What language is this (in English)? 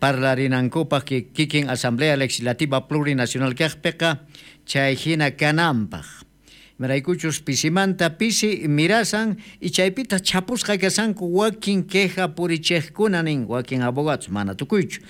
South Bolivian Quechua